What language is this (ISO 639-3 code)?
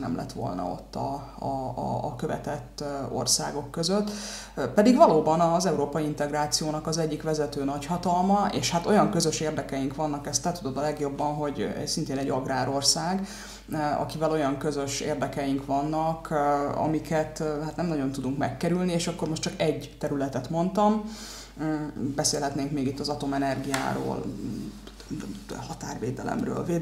hun